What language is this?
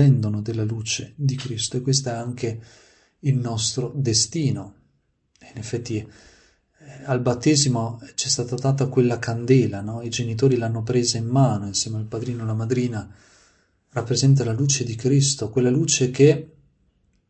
Italian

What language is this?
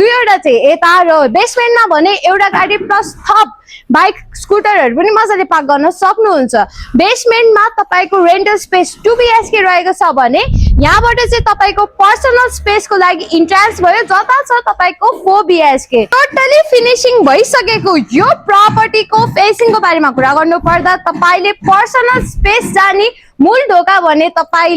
Nepali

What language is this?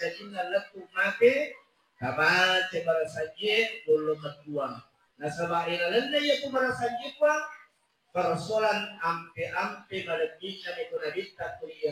Buginese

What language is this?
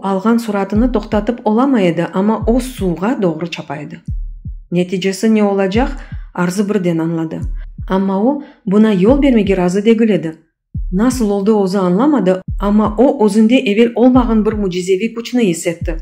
Crimean Tatar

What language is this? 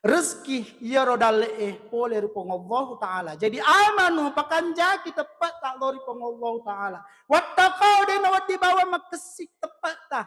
Buginese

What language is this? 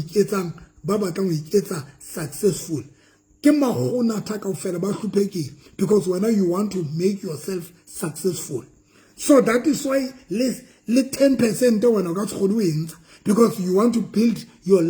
Southern Sotho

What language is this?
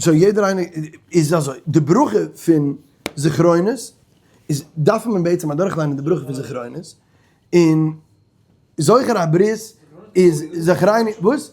Yiddish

